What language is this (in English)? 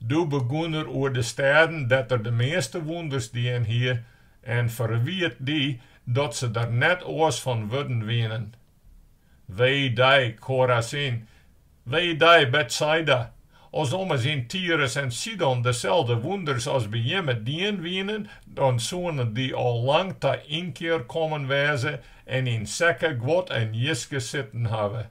Western Frisian